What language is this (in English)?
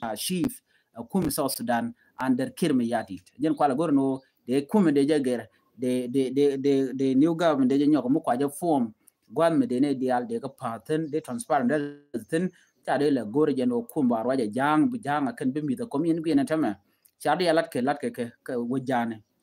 Nuer